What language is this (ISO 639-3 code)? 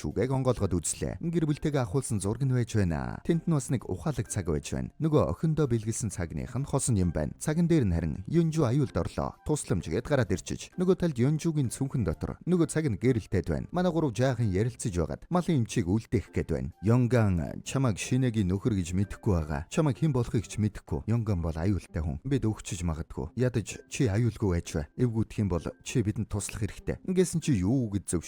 mon